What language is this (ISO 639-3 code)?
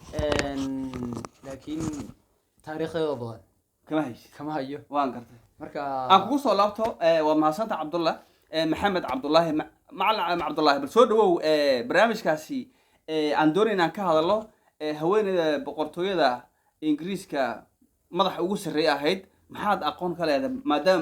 som